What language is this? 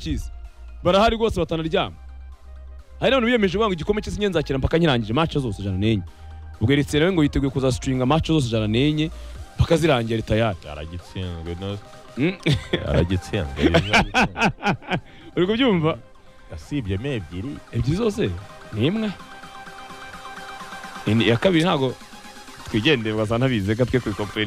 Kinyarwanda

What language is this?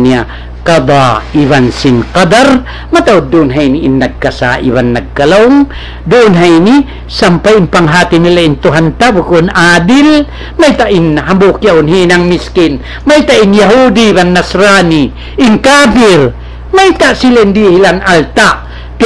Tausug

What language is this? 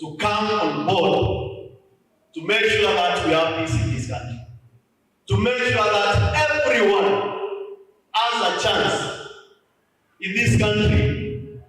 Kamba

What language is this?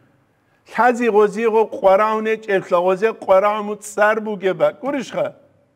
Avaric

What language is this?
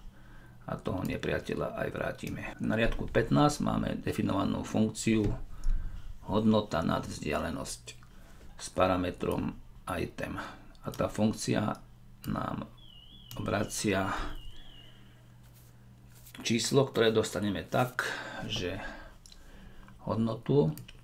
Slovak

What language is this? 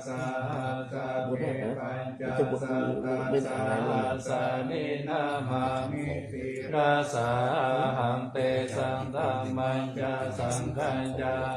Pali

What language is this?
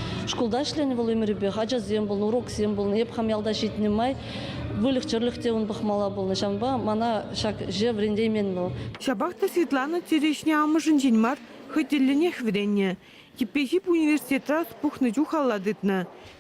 Chuvash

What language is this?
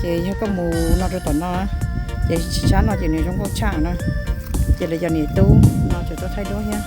Hmong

